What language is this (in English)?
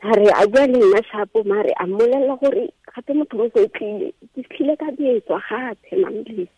Tswana